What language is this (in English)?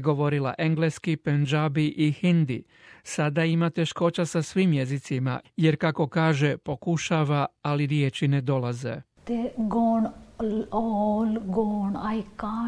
Croatian